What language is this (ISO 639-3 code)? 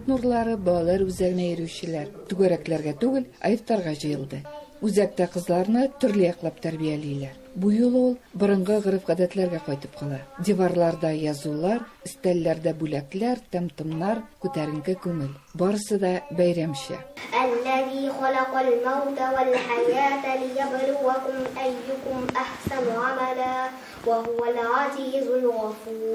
tat